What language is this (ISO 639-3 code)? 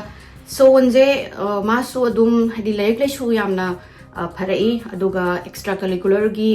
mni